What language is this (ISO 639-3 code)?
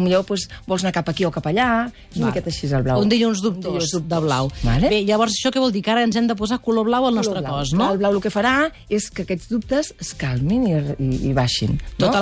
cat